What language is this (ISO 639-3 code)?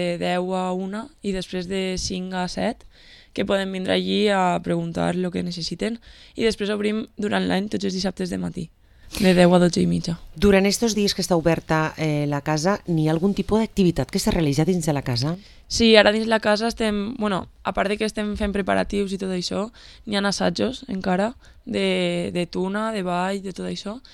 cat